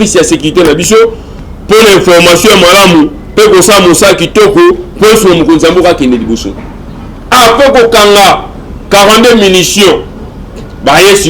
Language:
Lingala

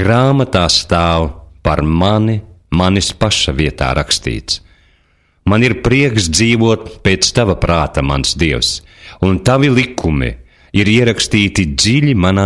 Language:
Latvian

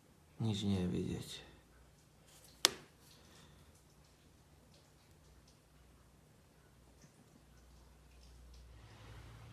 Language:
Slovak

